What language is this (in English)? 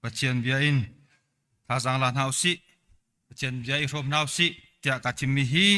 Hakha Chin